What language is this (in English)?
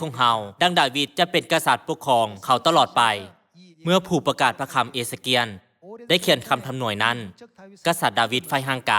Lao